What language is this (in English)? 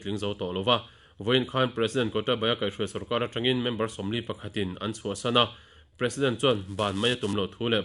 Mizo